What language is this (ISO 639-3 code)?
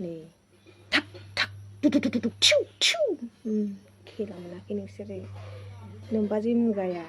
brx